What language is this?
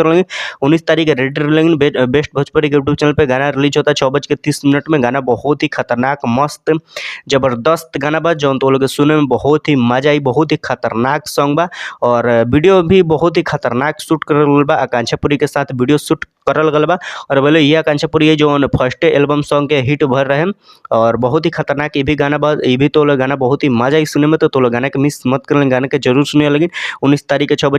Bhojpuri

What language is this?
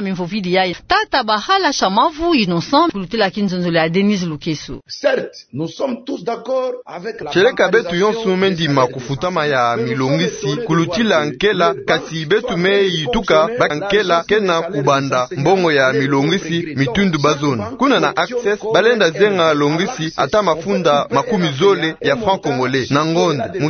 Kituba (Democratic Republic of Congo)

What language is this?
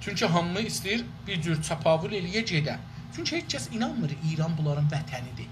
South Azerbaijani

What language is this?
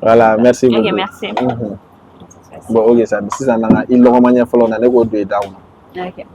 Bambara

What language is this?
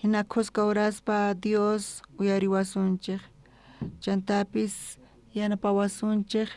South Bolivian Quechua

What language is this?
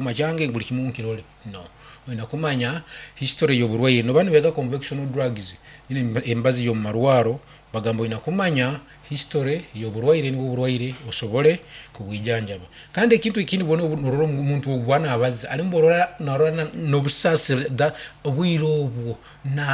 Nyoro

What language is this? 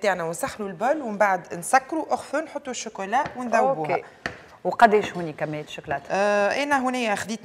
Tunisian Arabic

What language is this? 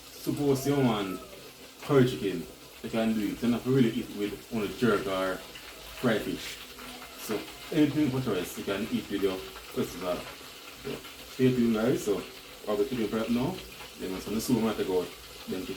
Jamaican Creole English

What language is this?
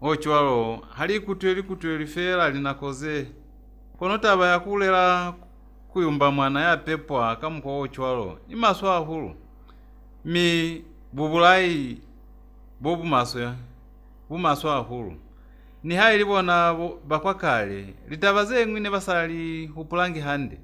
Lozi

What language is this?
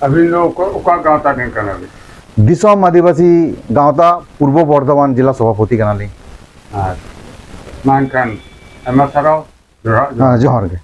Santali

